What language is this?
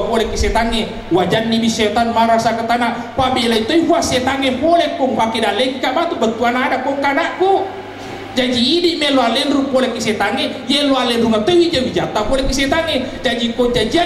Buginese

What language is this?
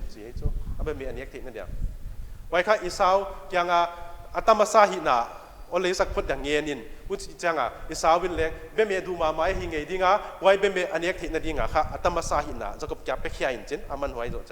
Paite Chin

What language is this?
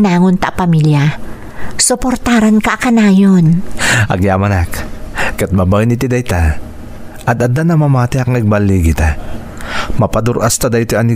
Iloko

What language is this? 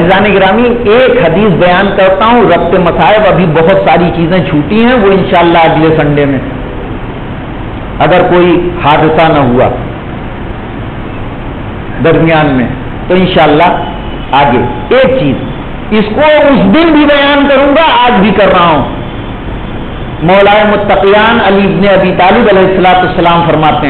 Urdu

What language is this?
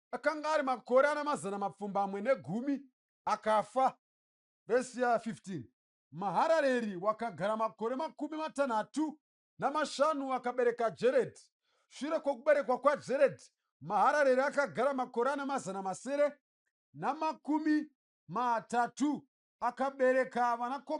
Shona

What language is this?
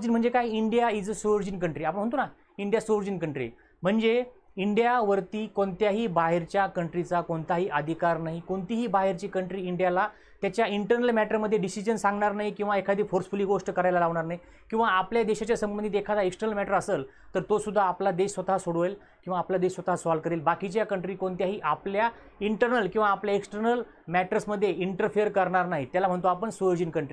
Marathi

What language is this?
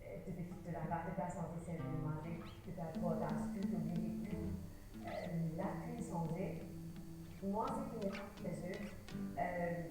Morisyen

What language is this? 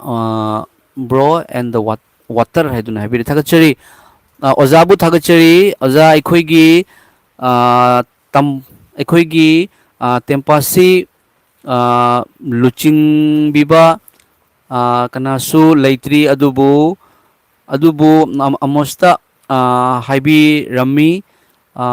Manipuri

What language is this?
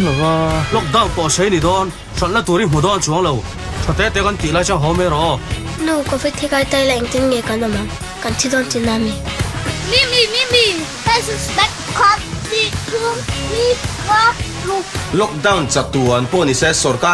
Mizo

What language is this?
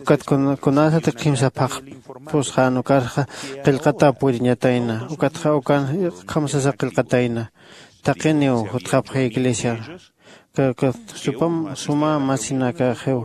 Aymara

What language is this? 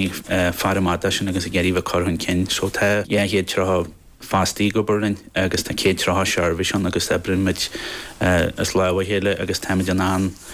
Irish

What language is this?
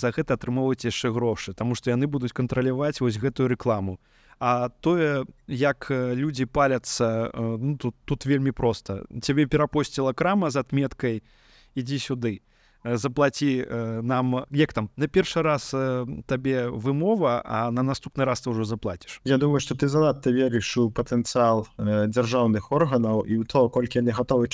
Belarusian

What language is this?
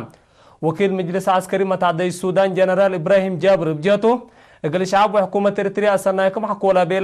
Tigre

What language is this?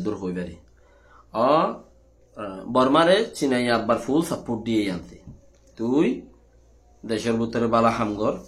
Rohingya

